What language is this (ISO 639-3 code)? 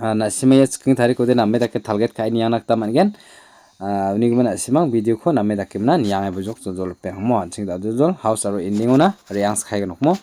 grt